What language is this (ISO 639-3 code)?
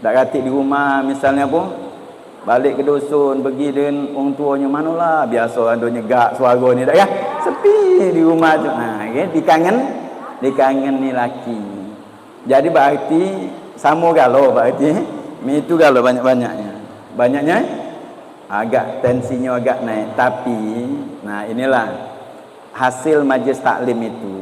mui